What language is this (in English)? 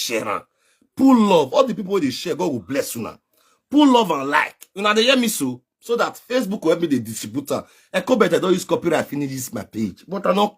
Nigerian Pidgin